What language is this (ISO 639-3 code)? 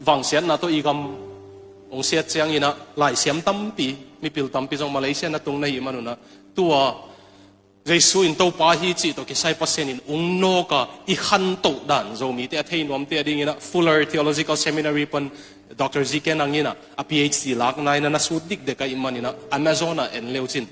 ctd